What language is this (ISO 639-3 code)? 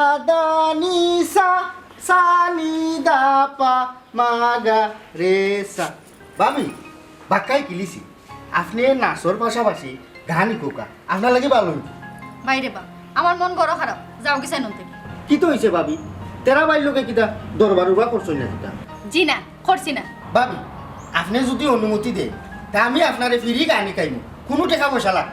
syl